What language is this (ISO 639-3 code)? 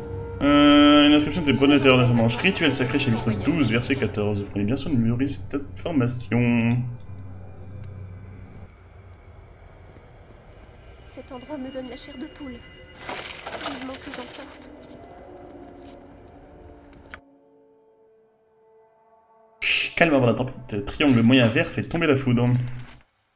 fra